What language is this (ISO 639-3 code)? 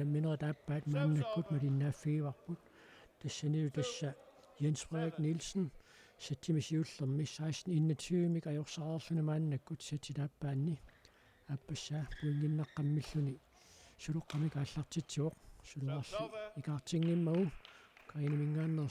kal